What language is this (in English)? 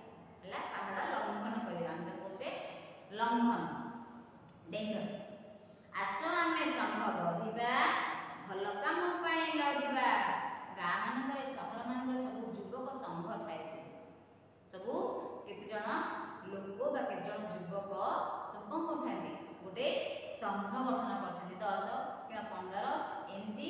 Odia